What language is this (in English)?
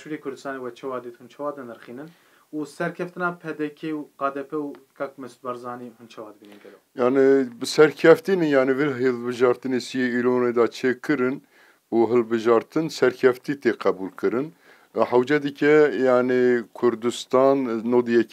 Kurdish